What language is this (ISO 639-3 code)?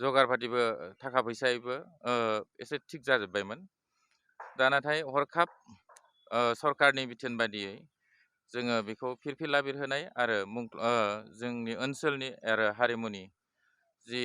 brx